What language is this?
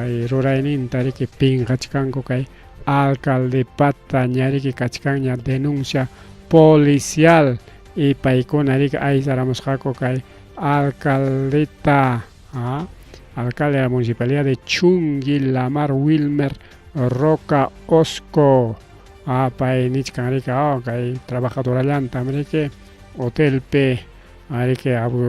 Ayacucho Quechua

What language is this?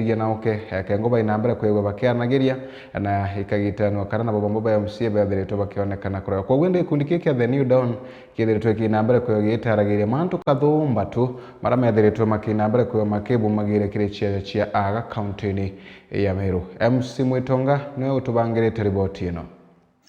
Meru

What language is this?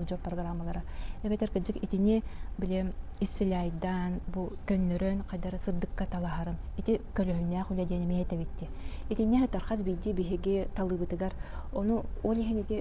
Yakut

